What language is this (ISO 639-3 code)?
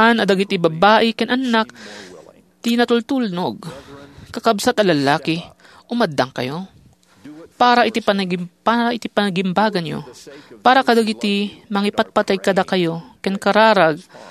ilo